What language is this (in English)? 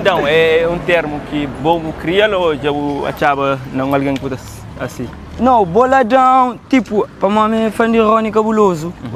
Kabuverdianu